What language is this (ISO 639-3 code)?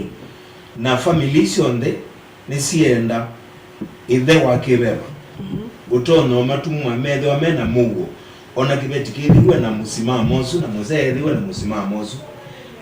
kam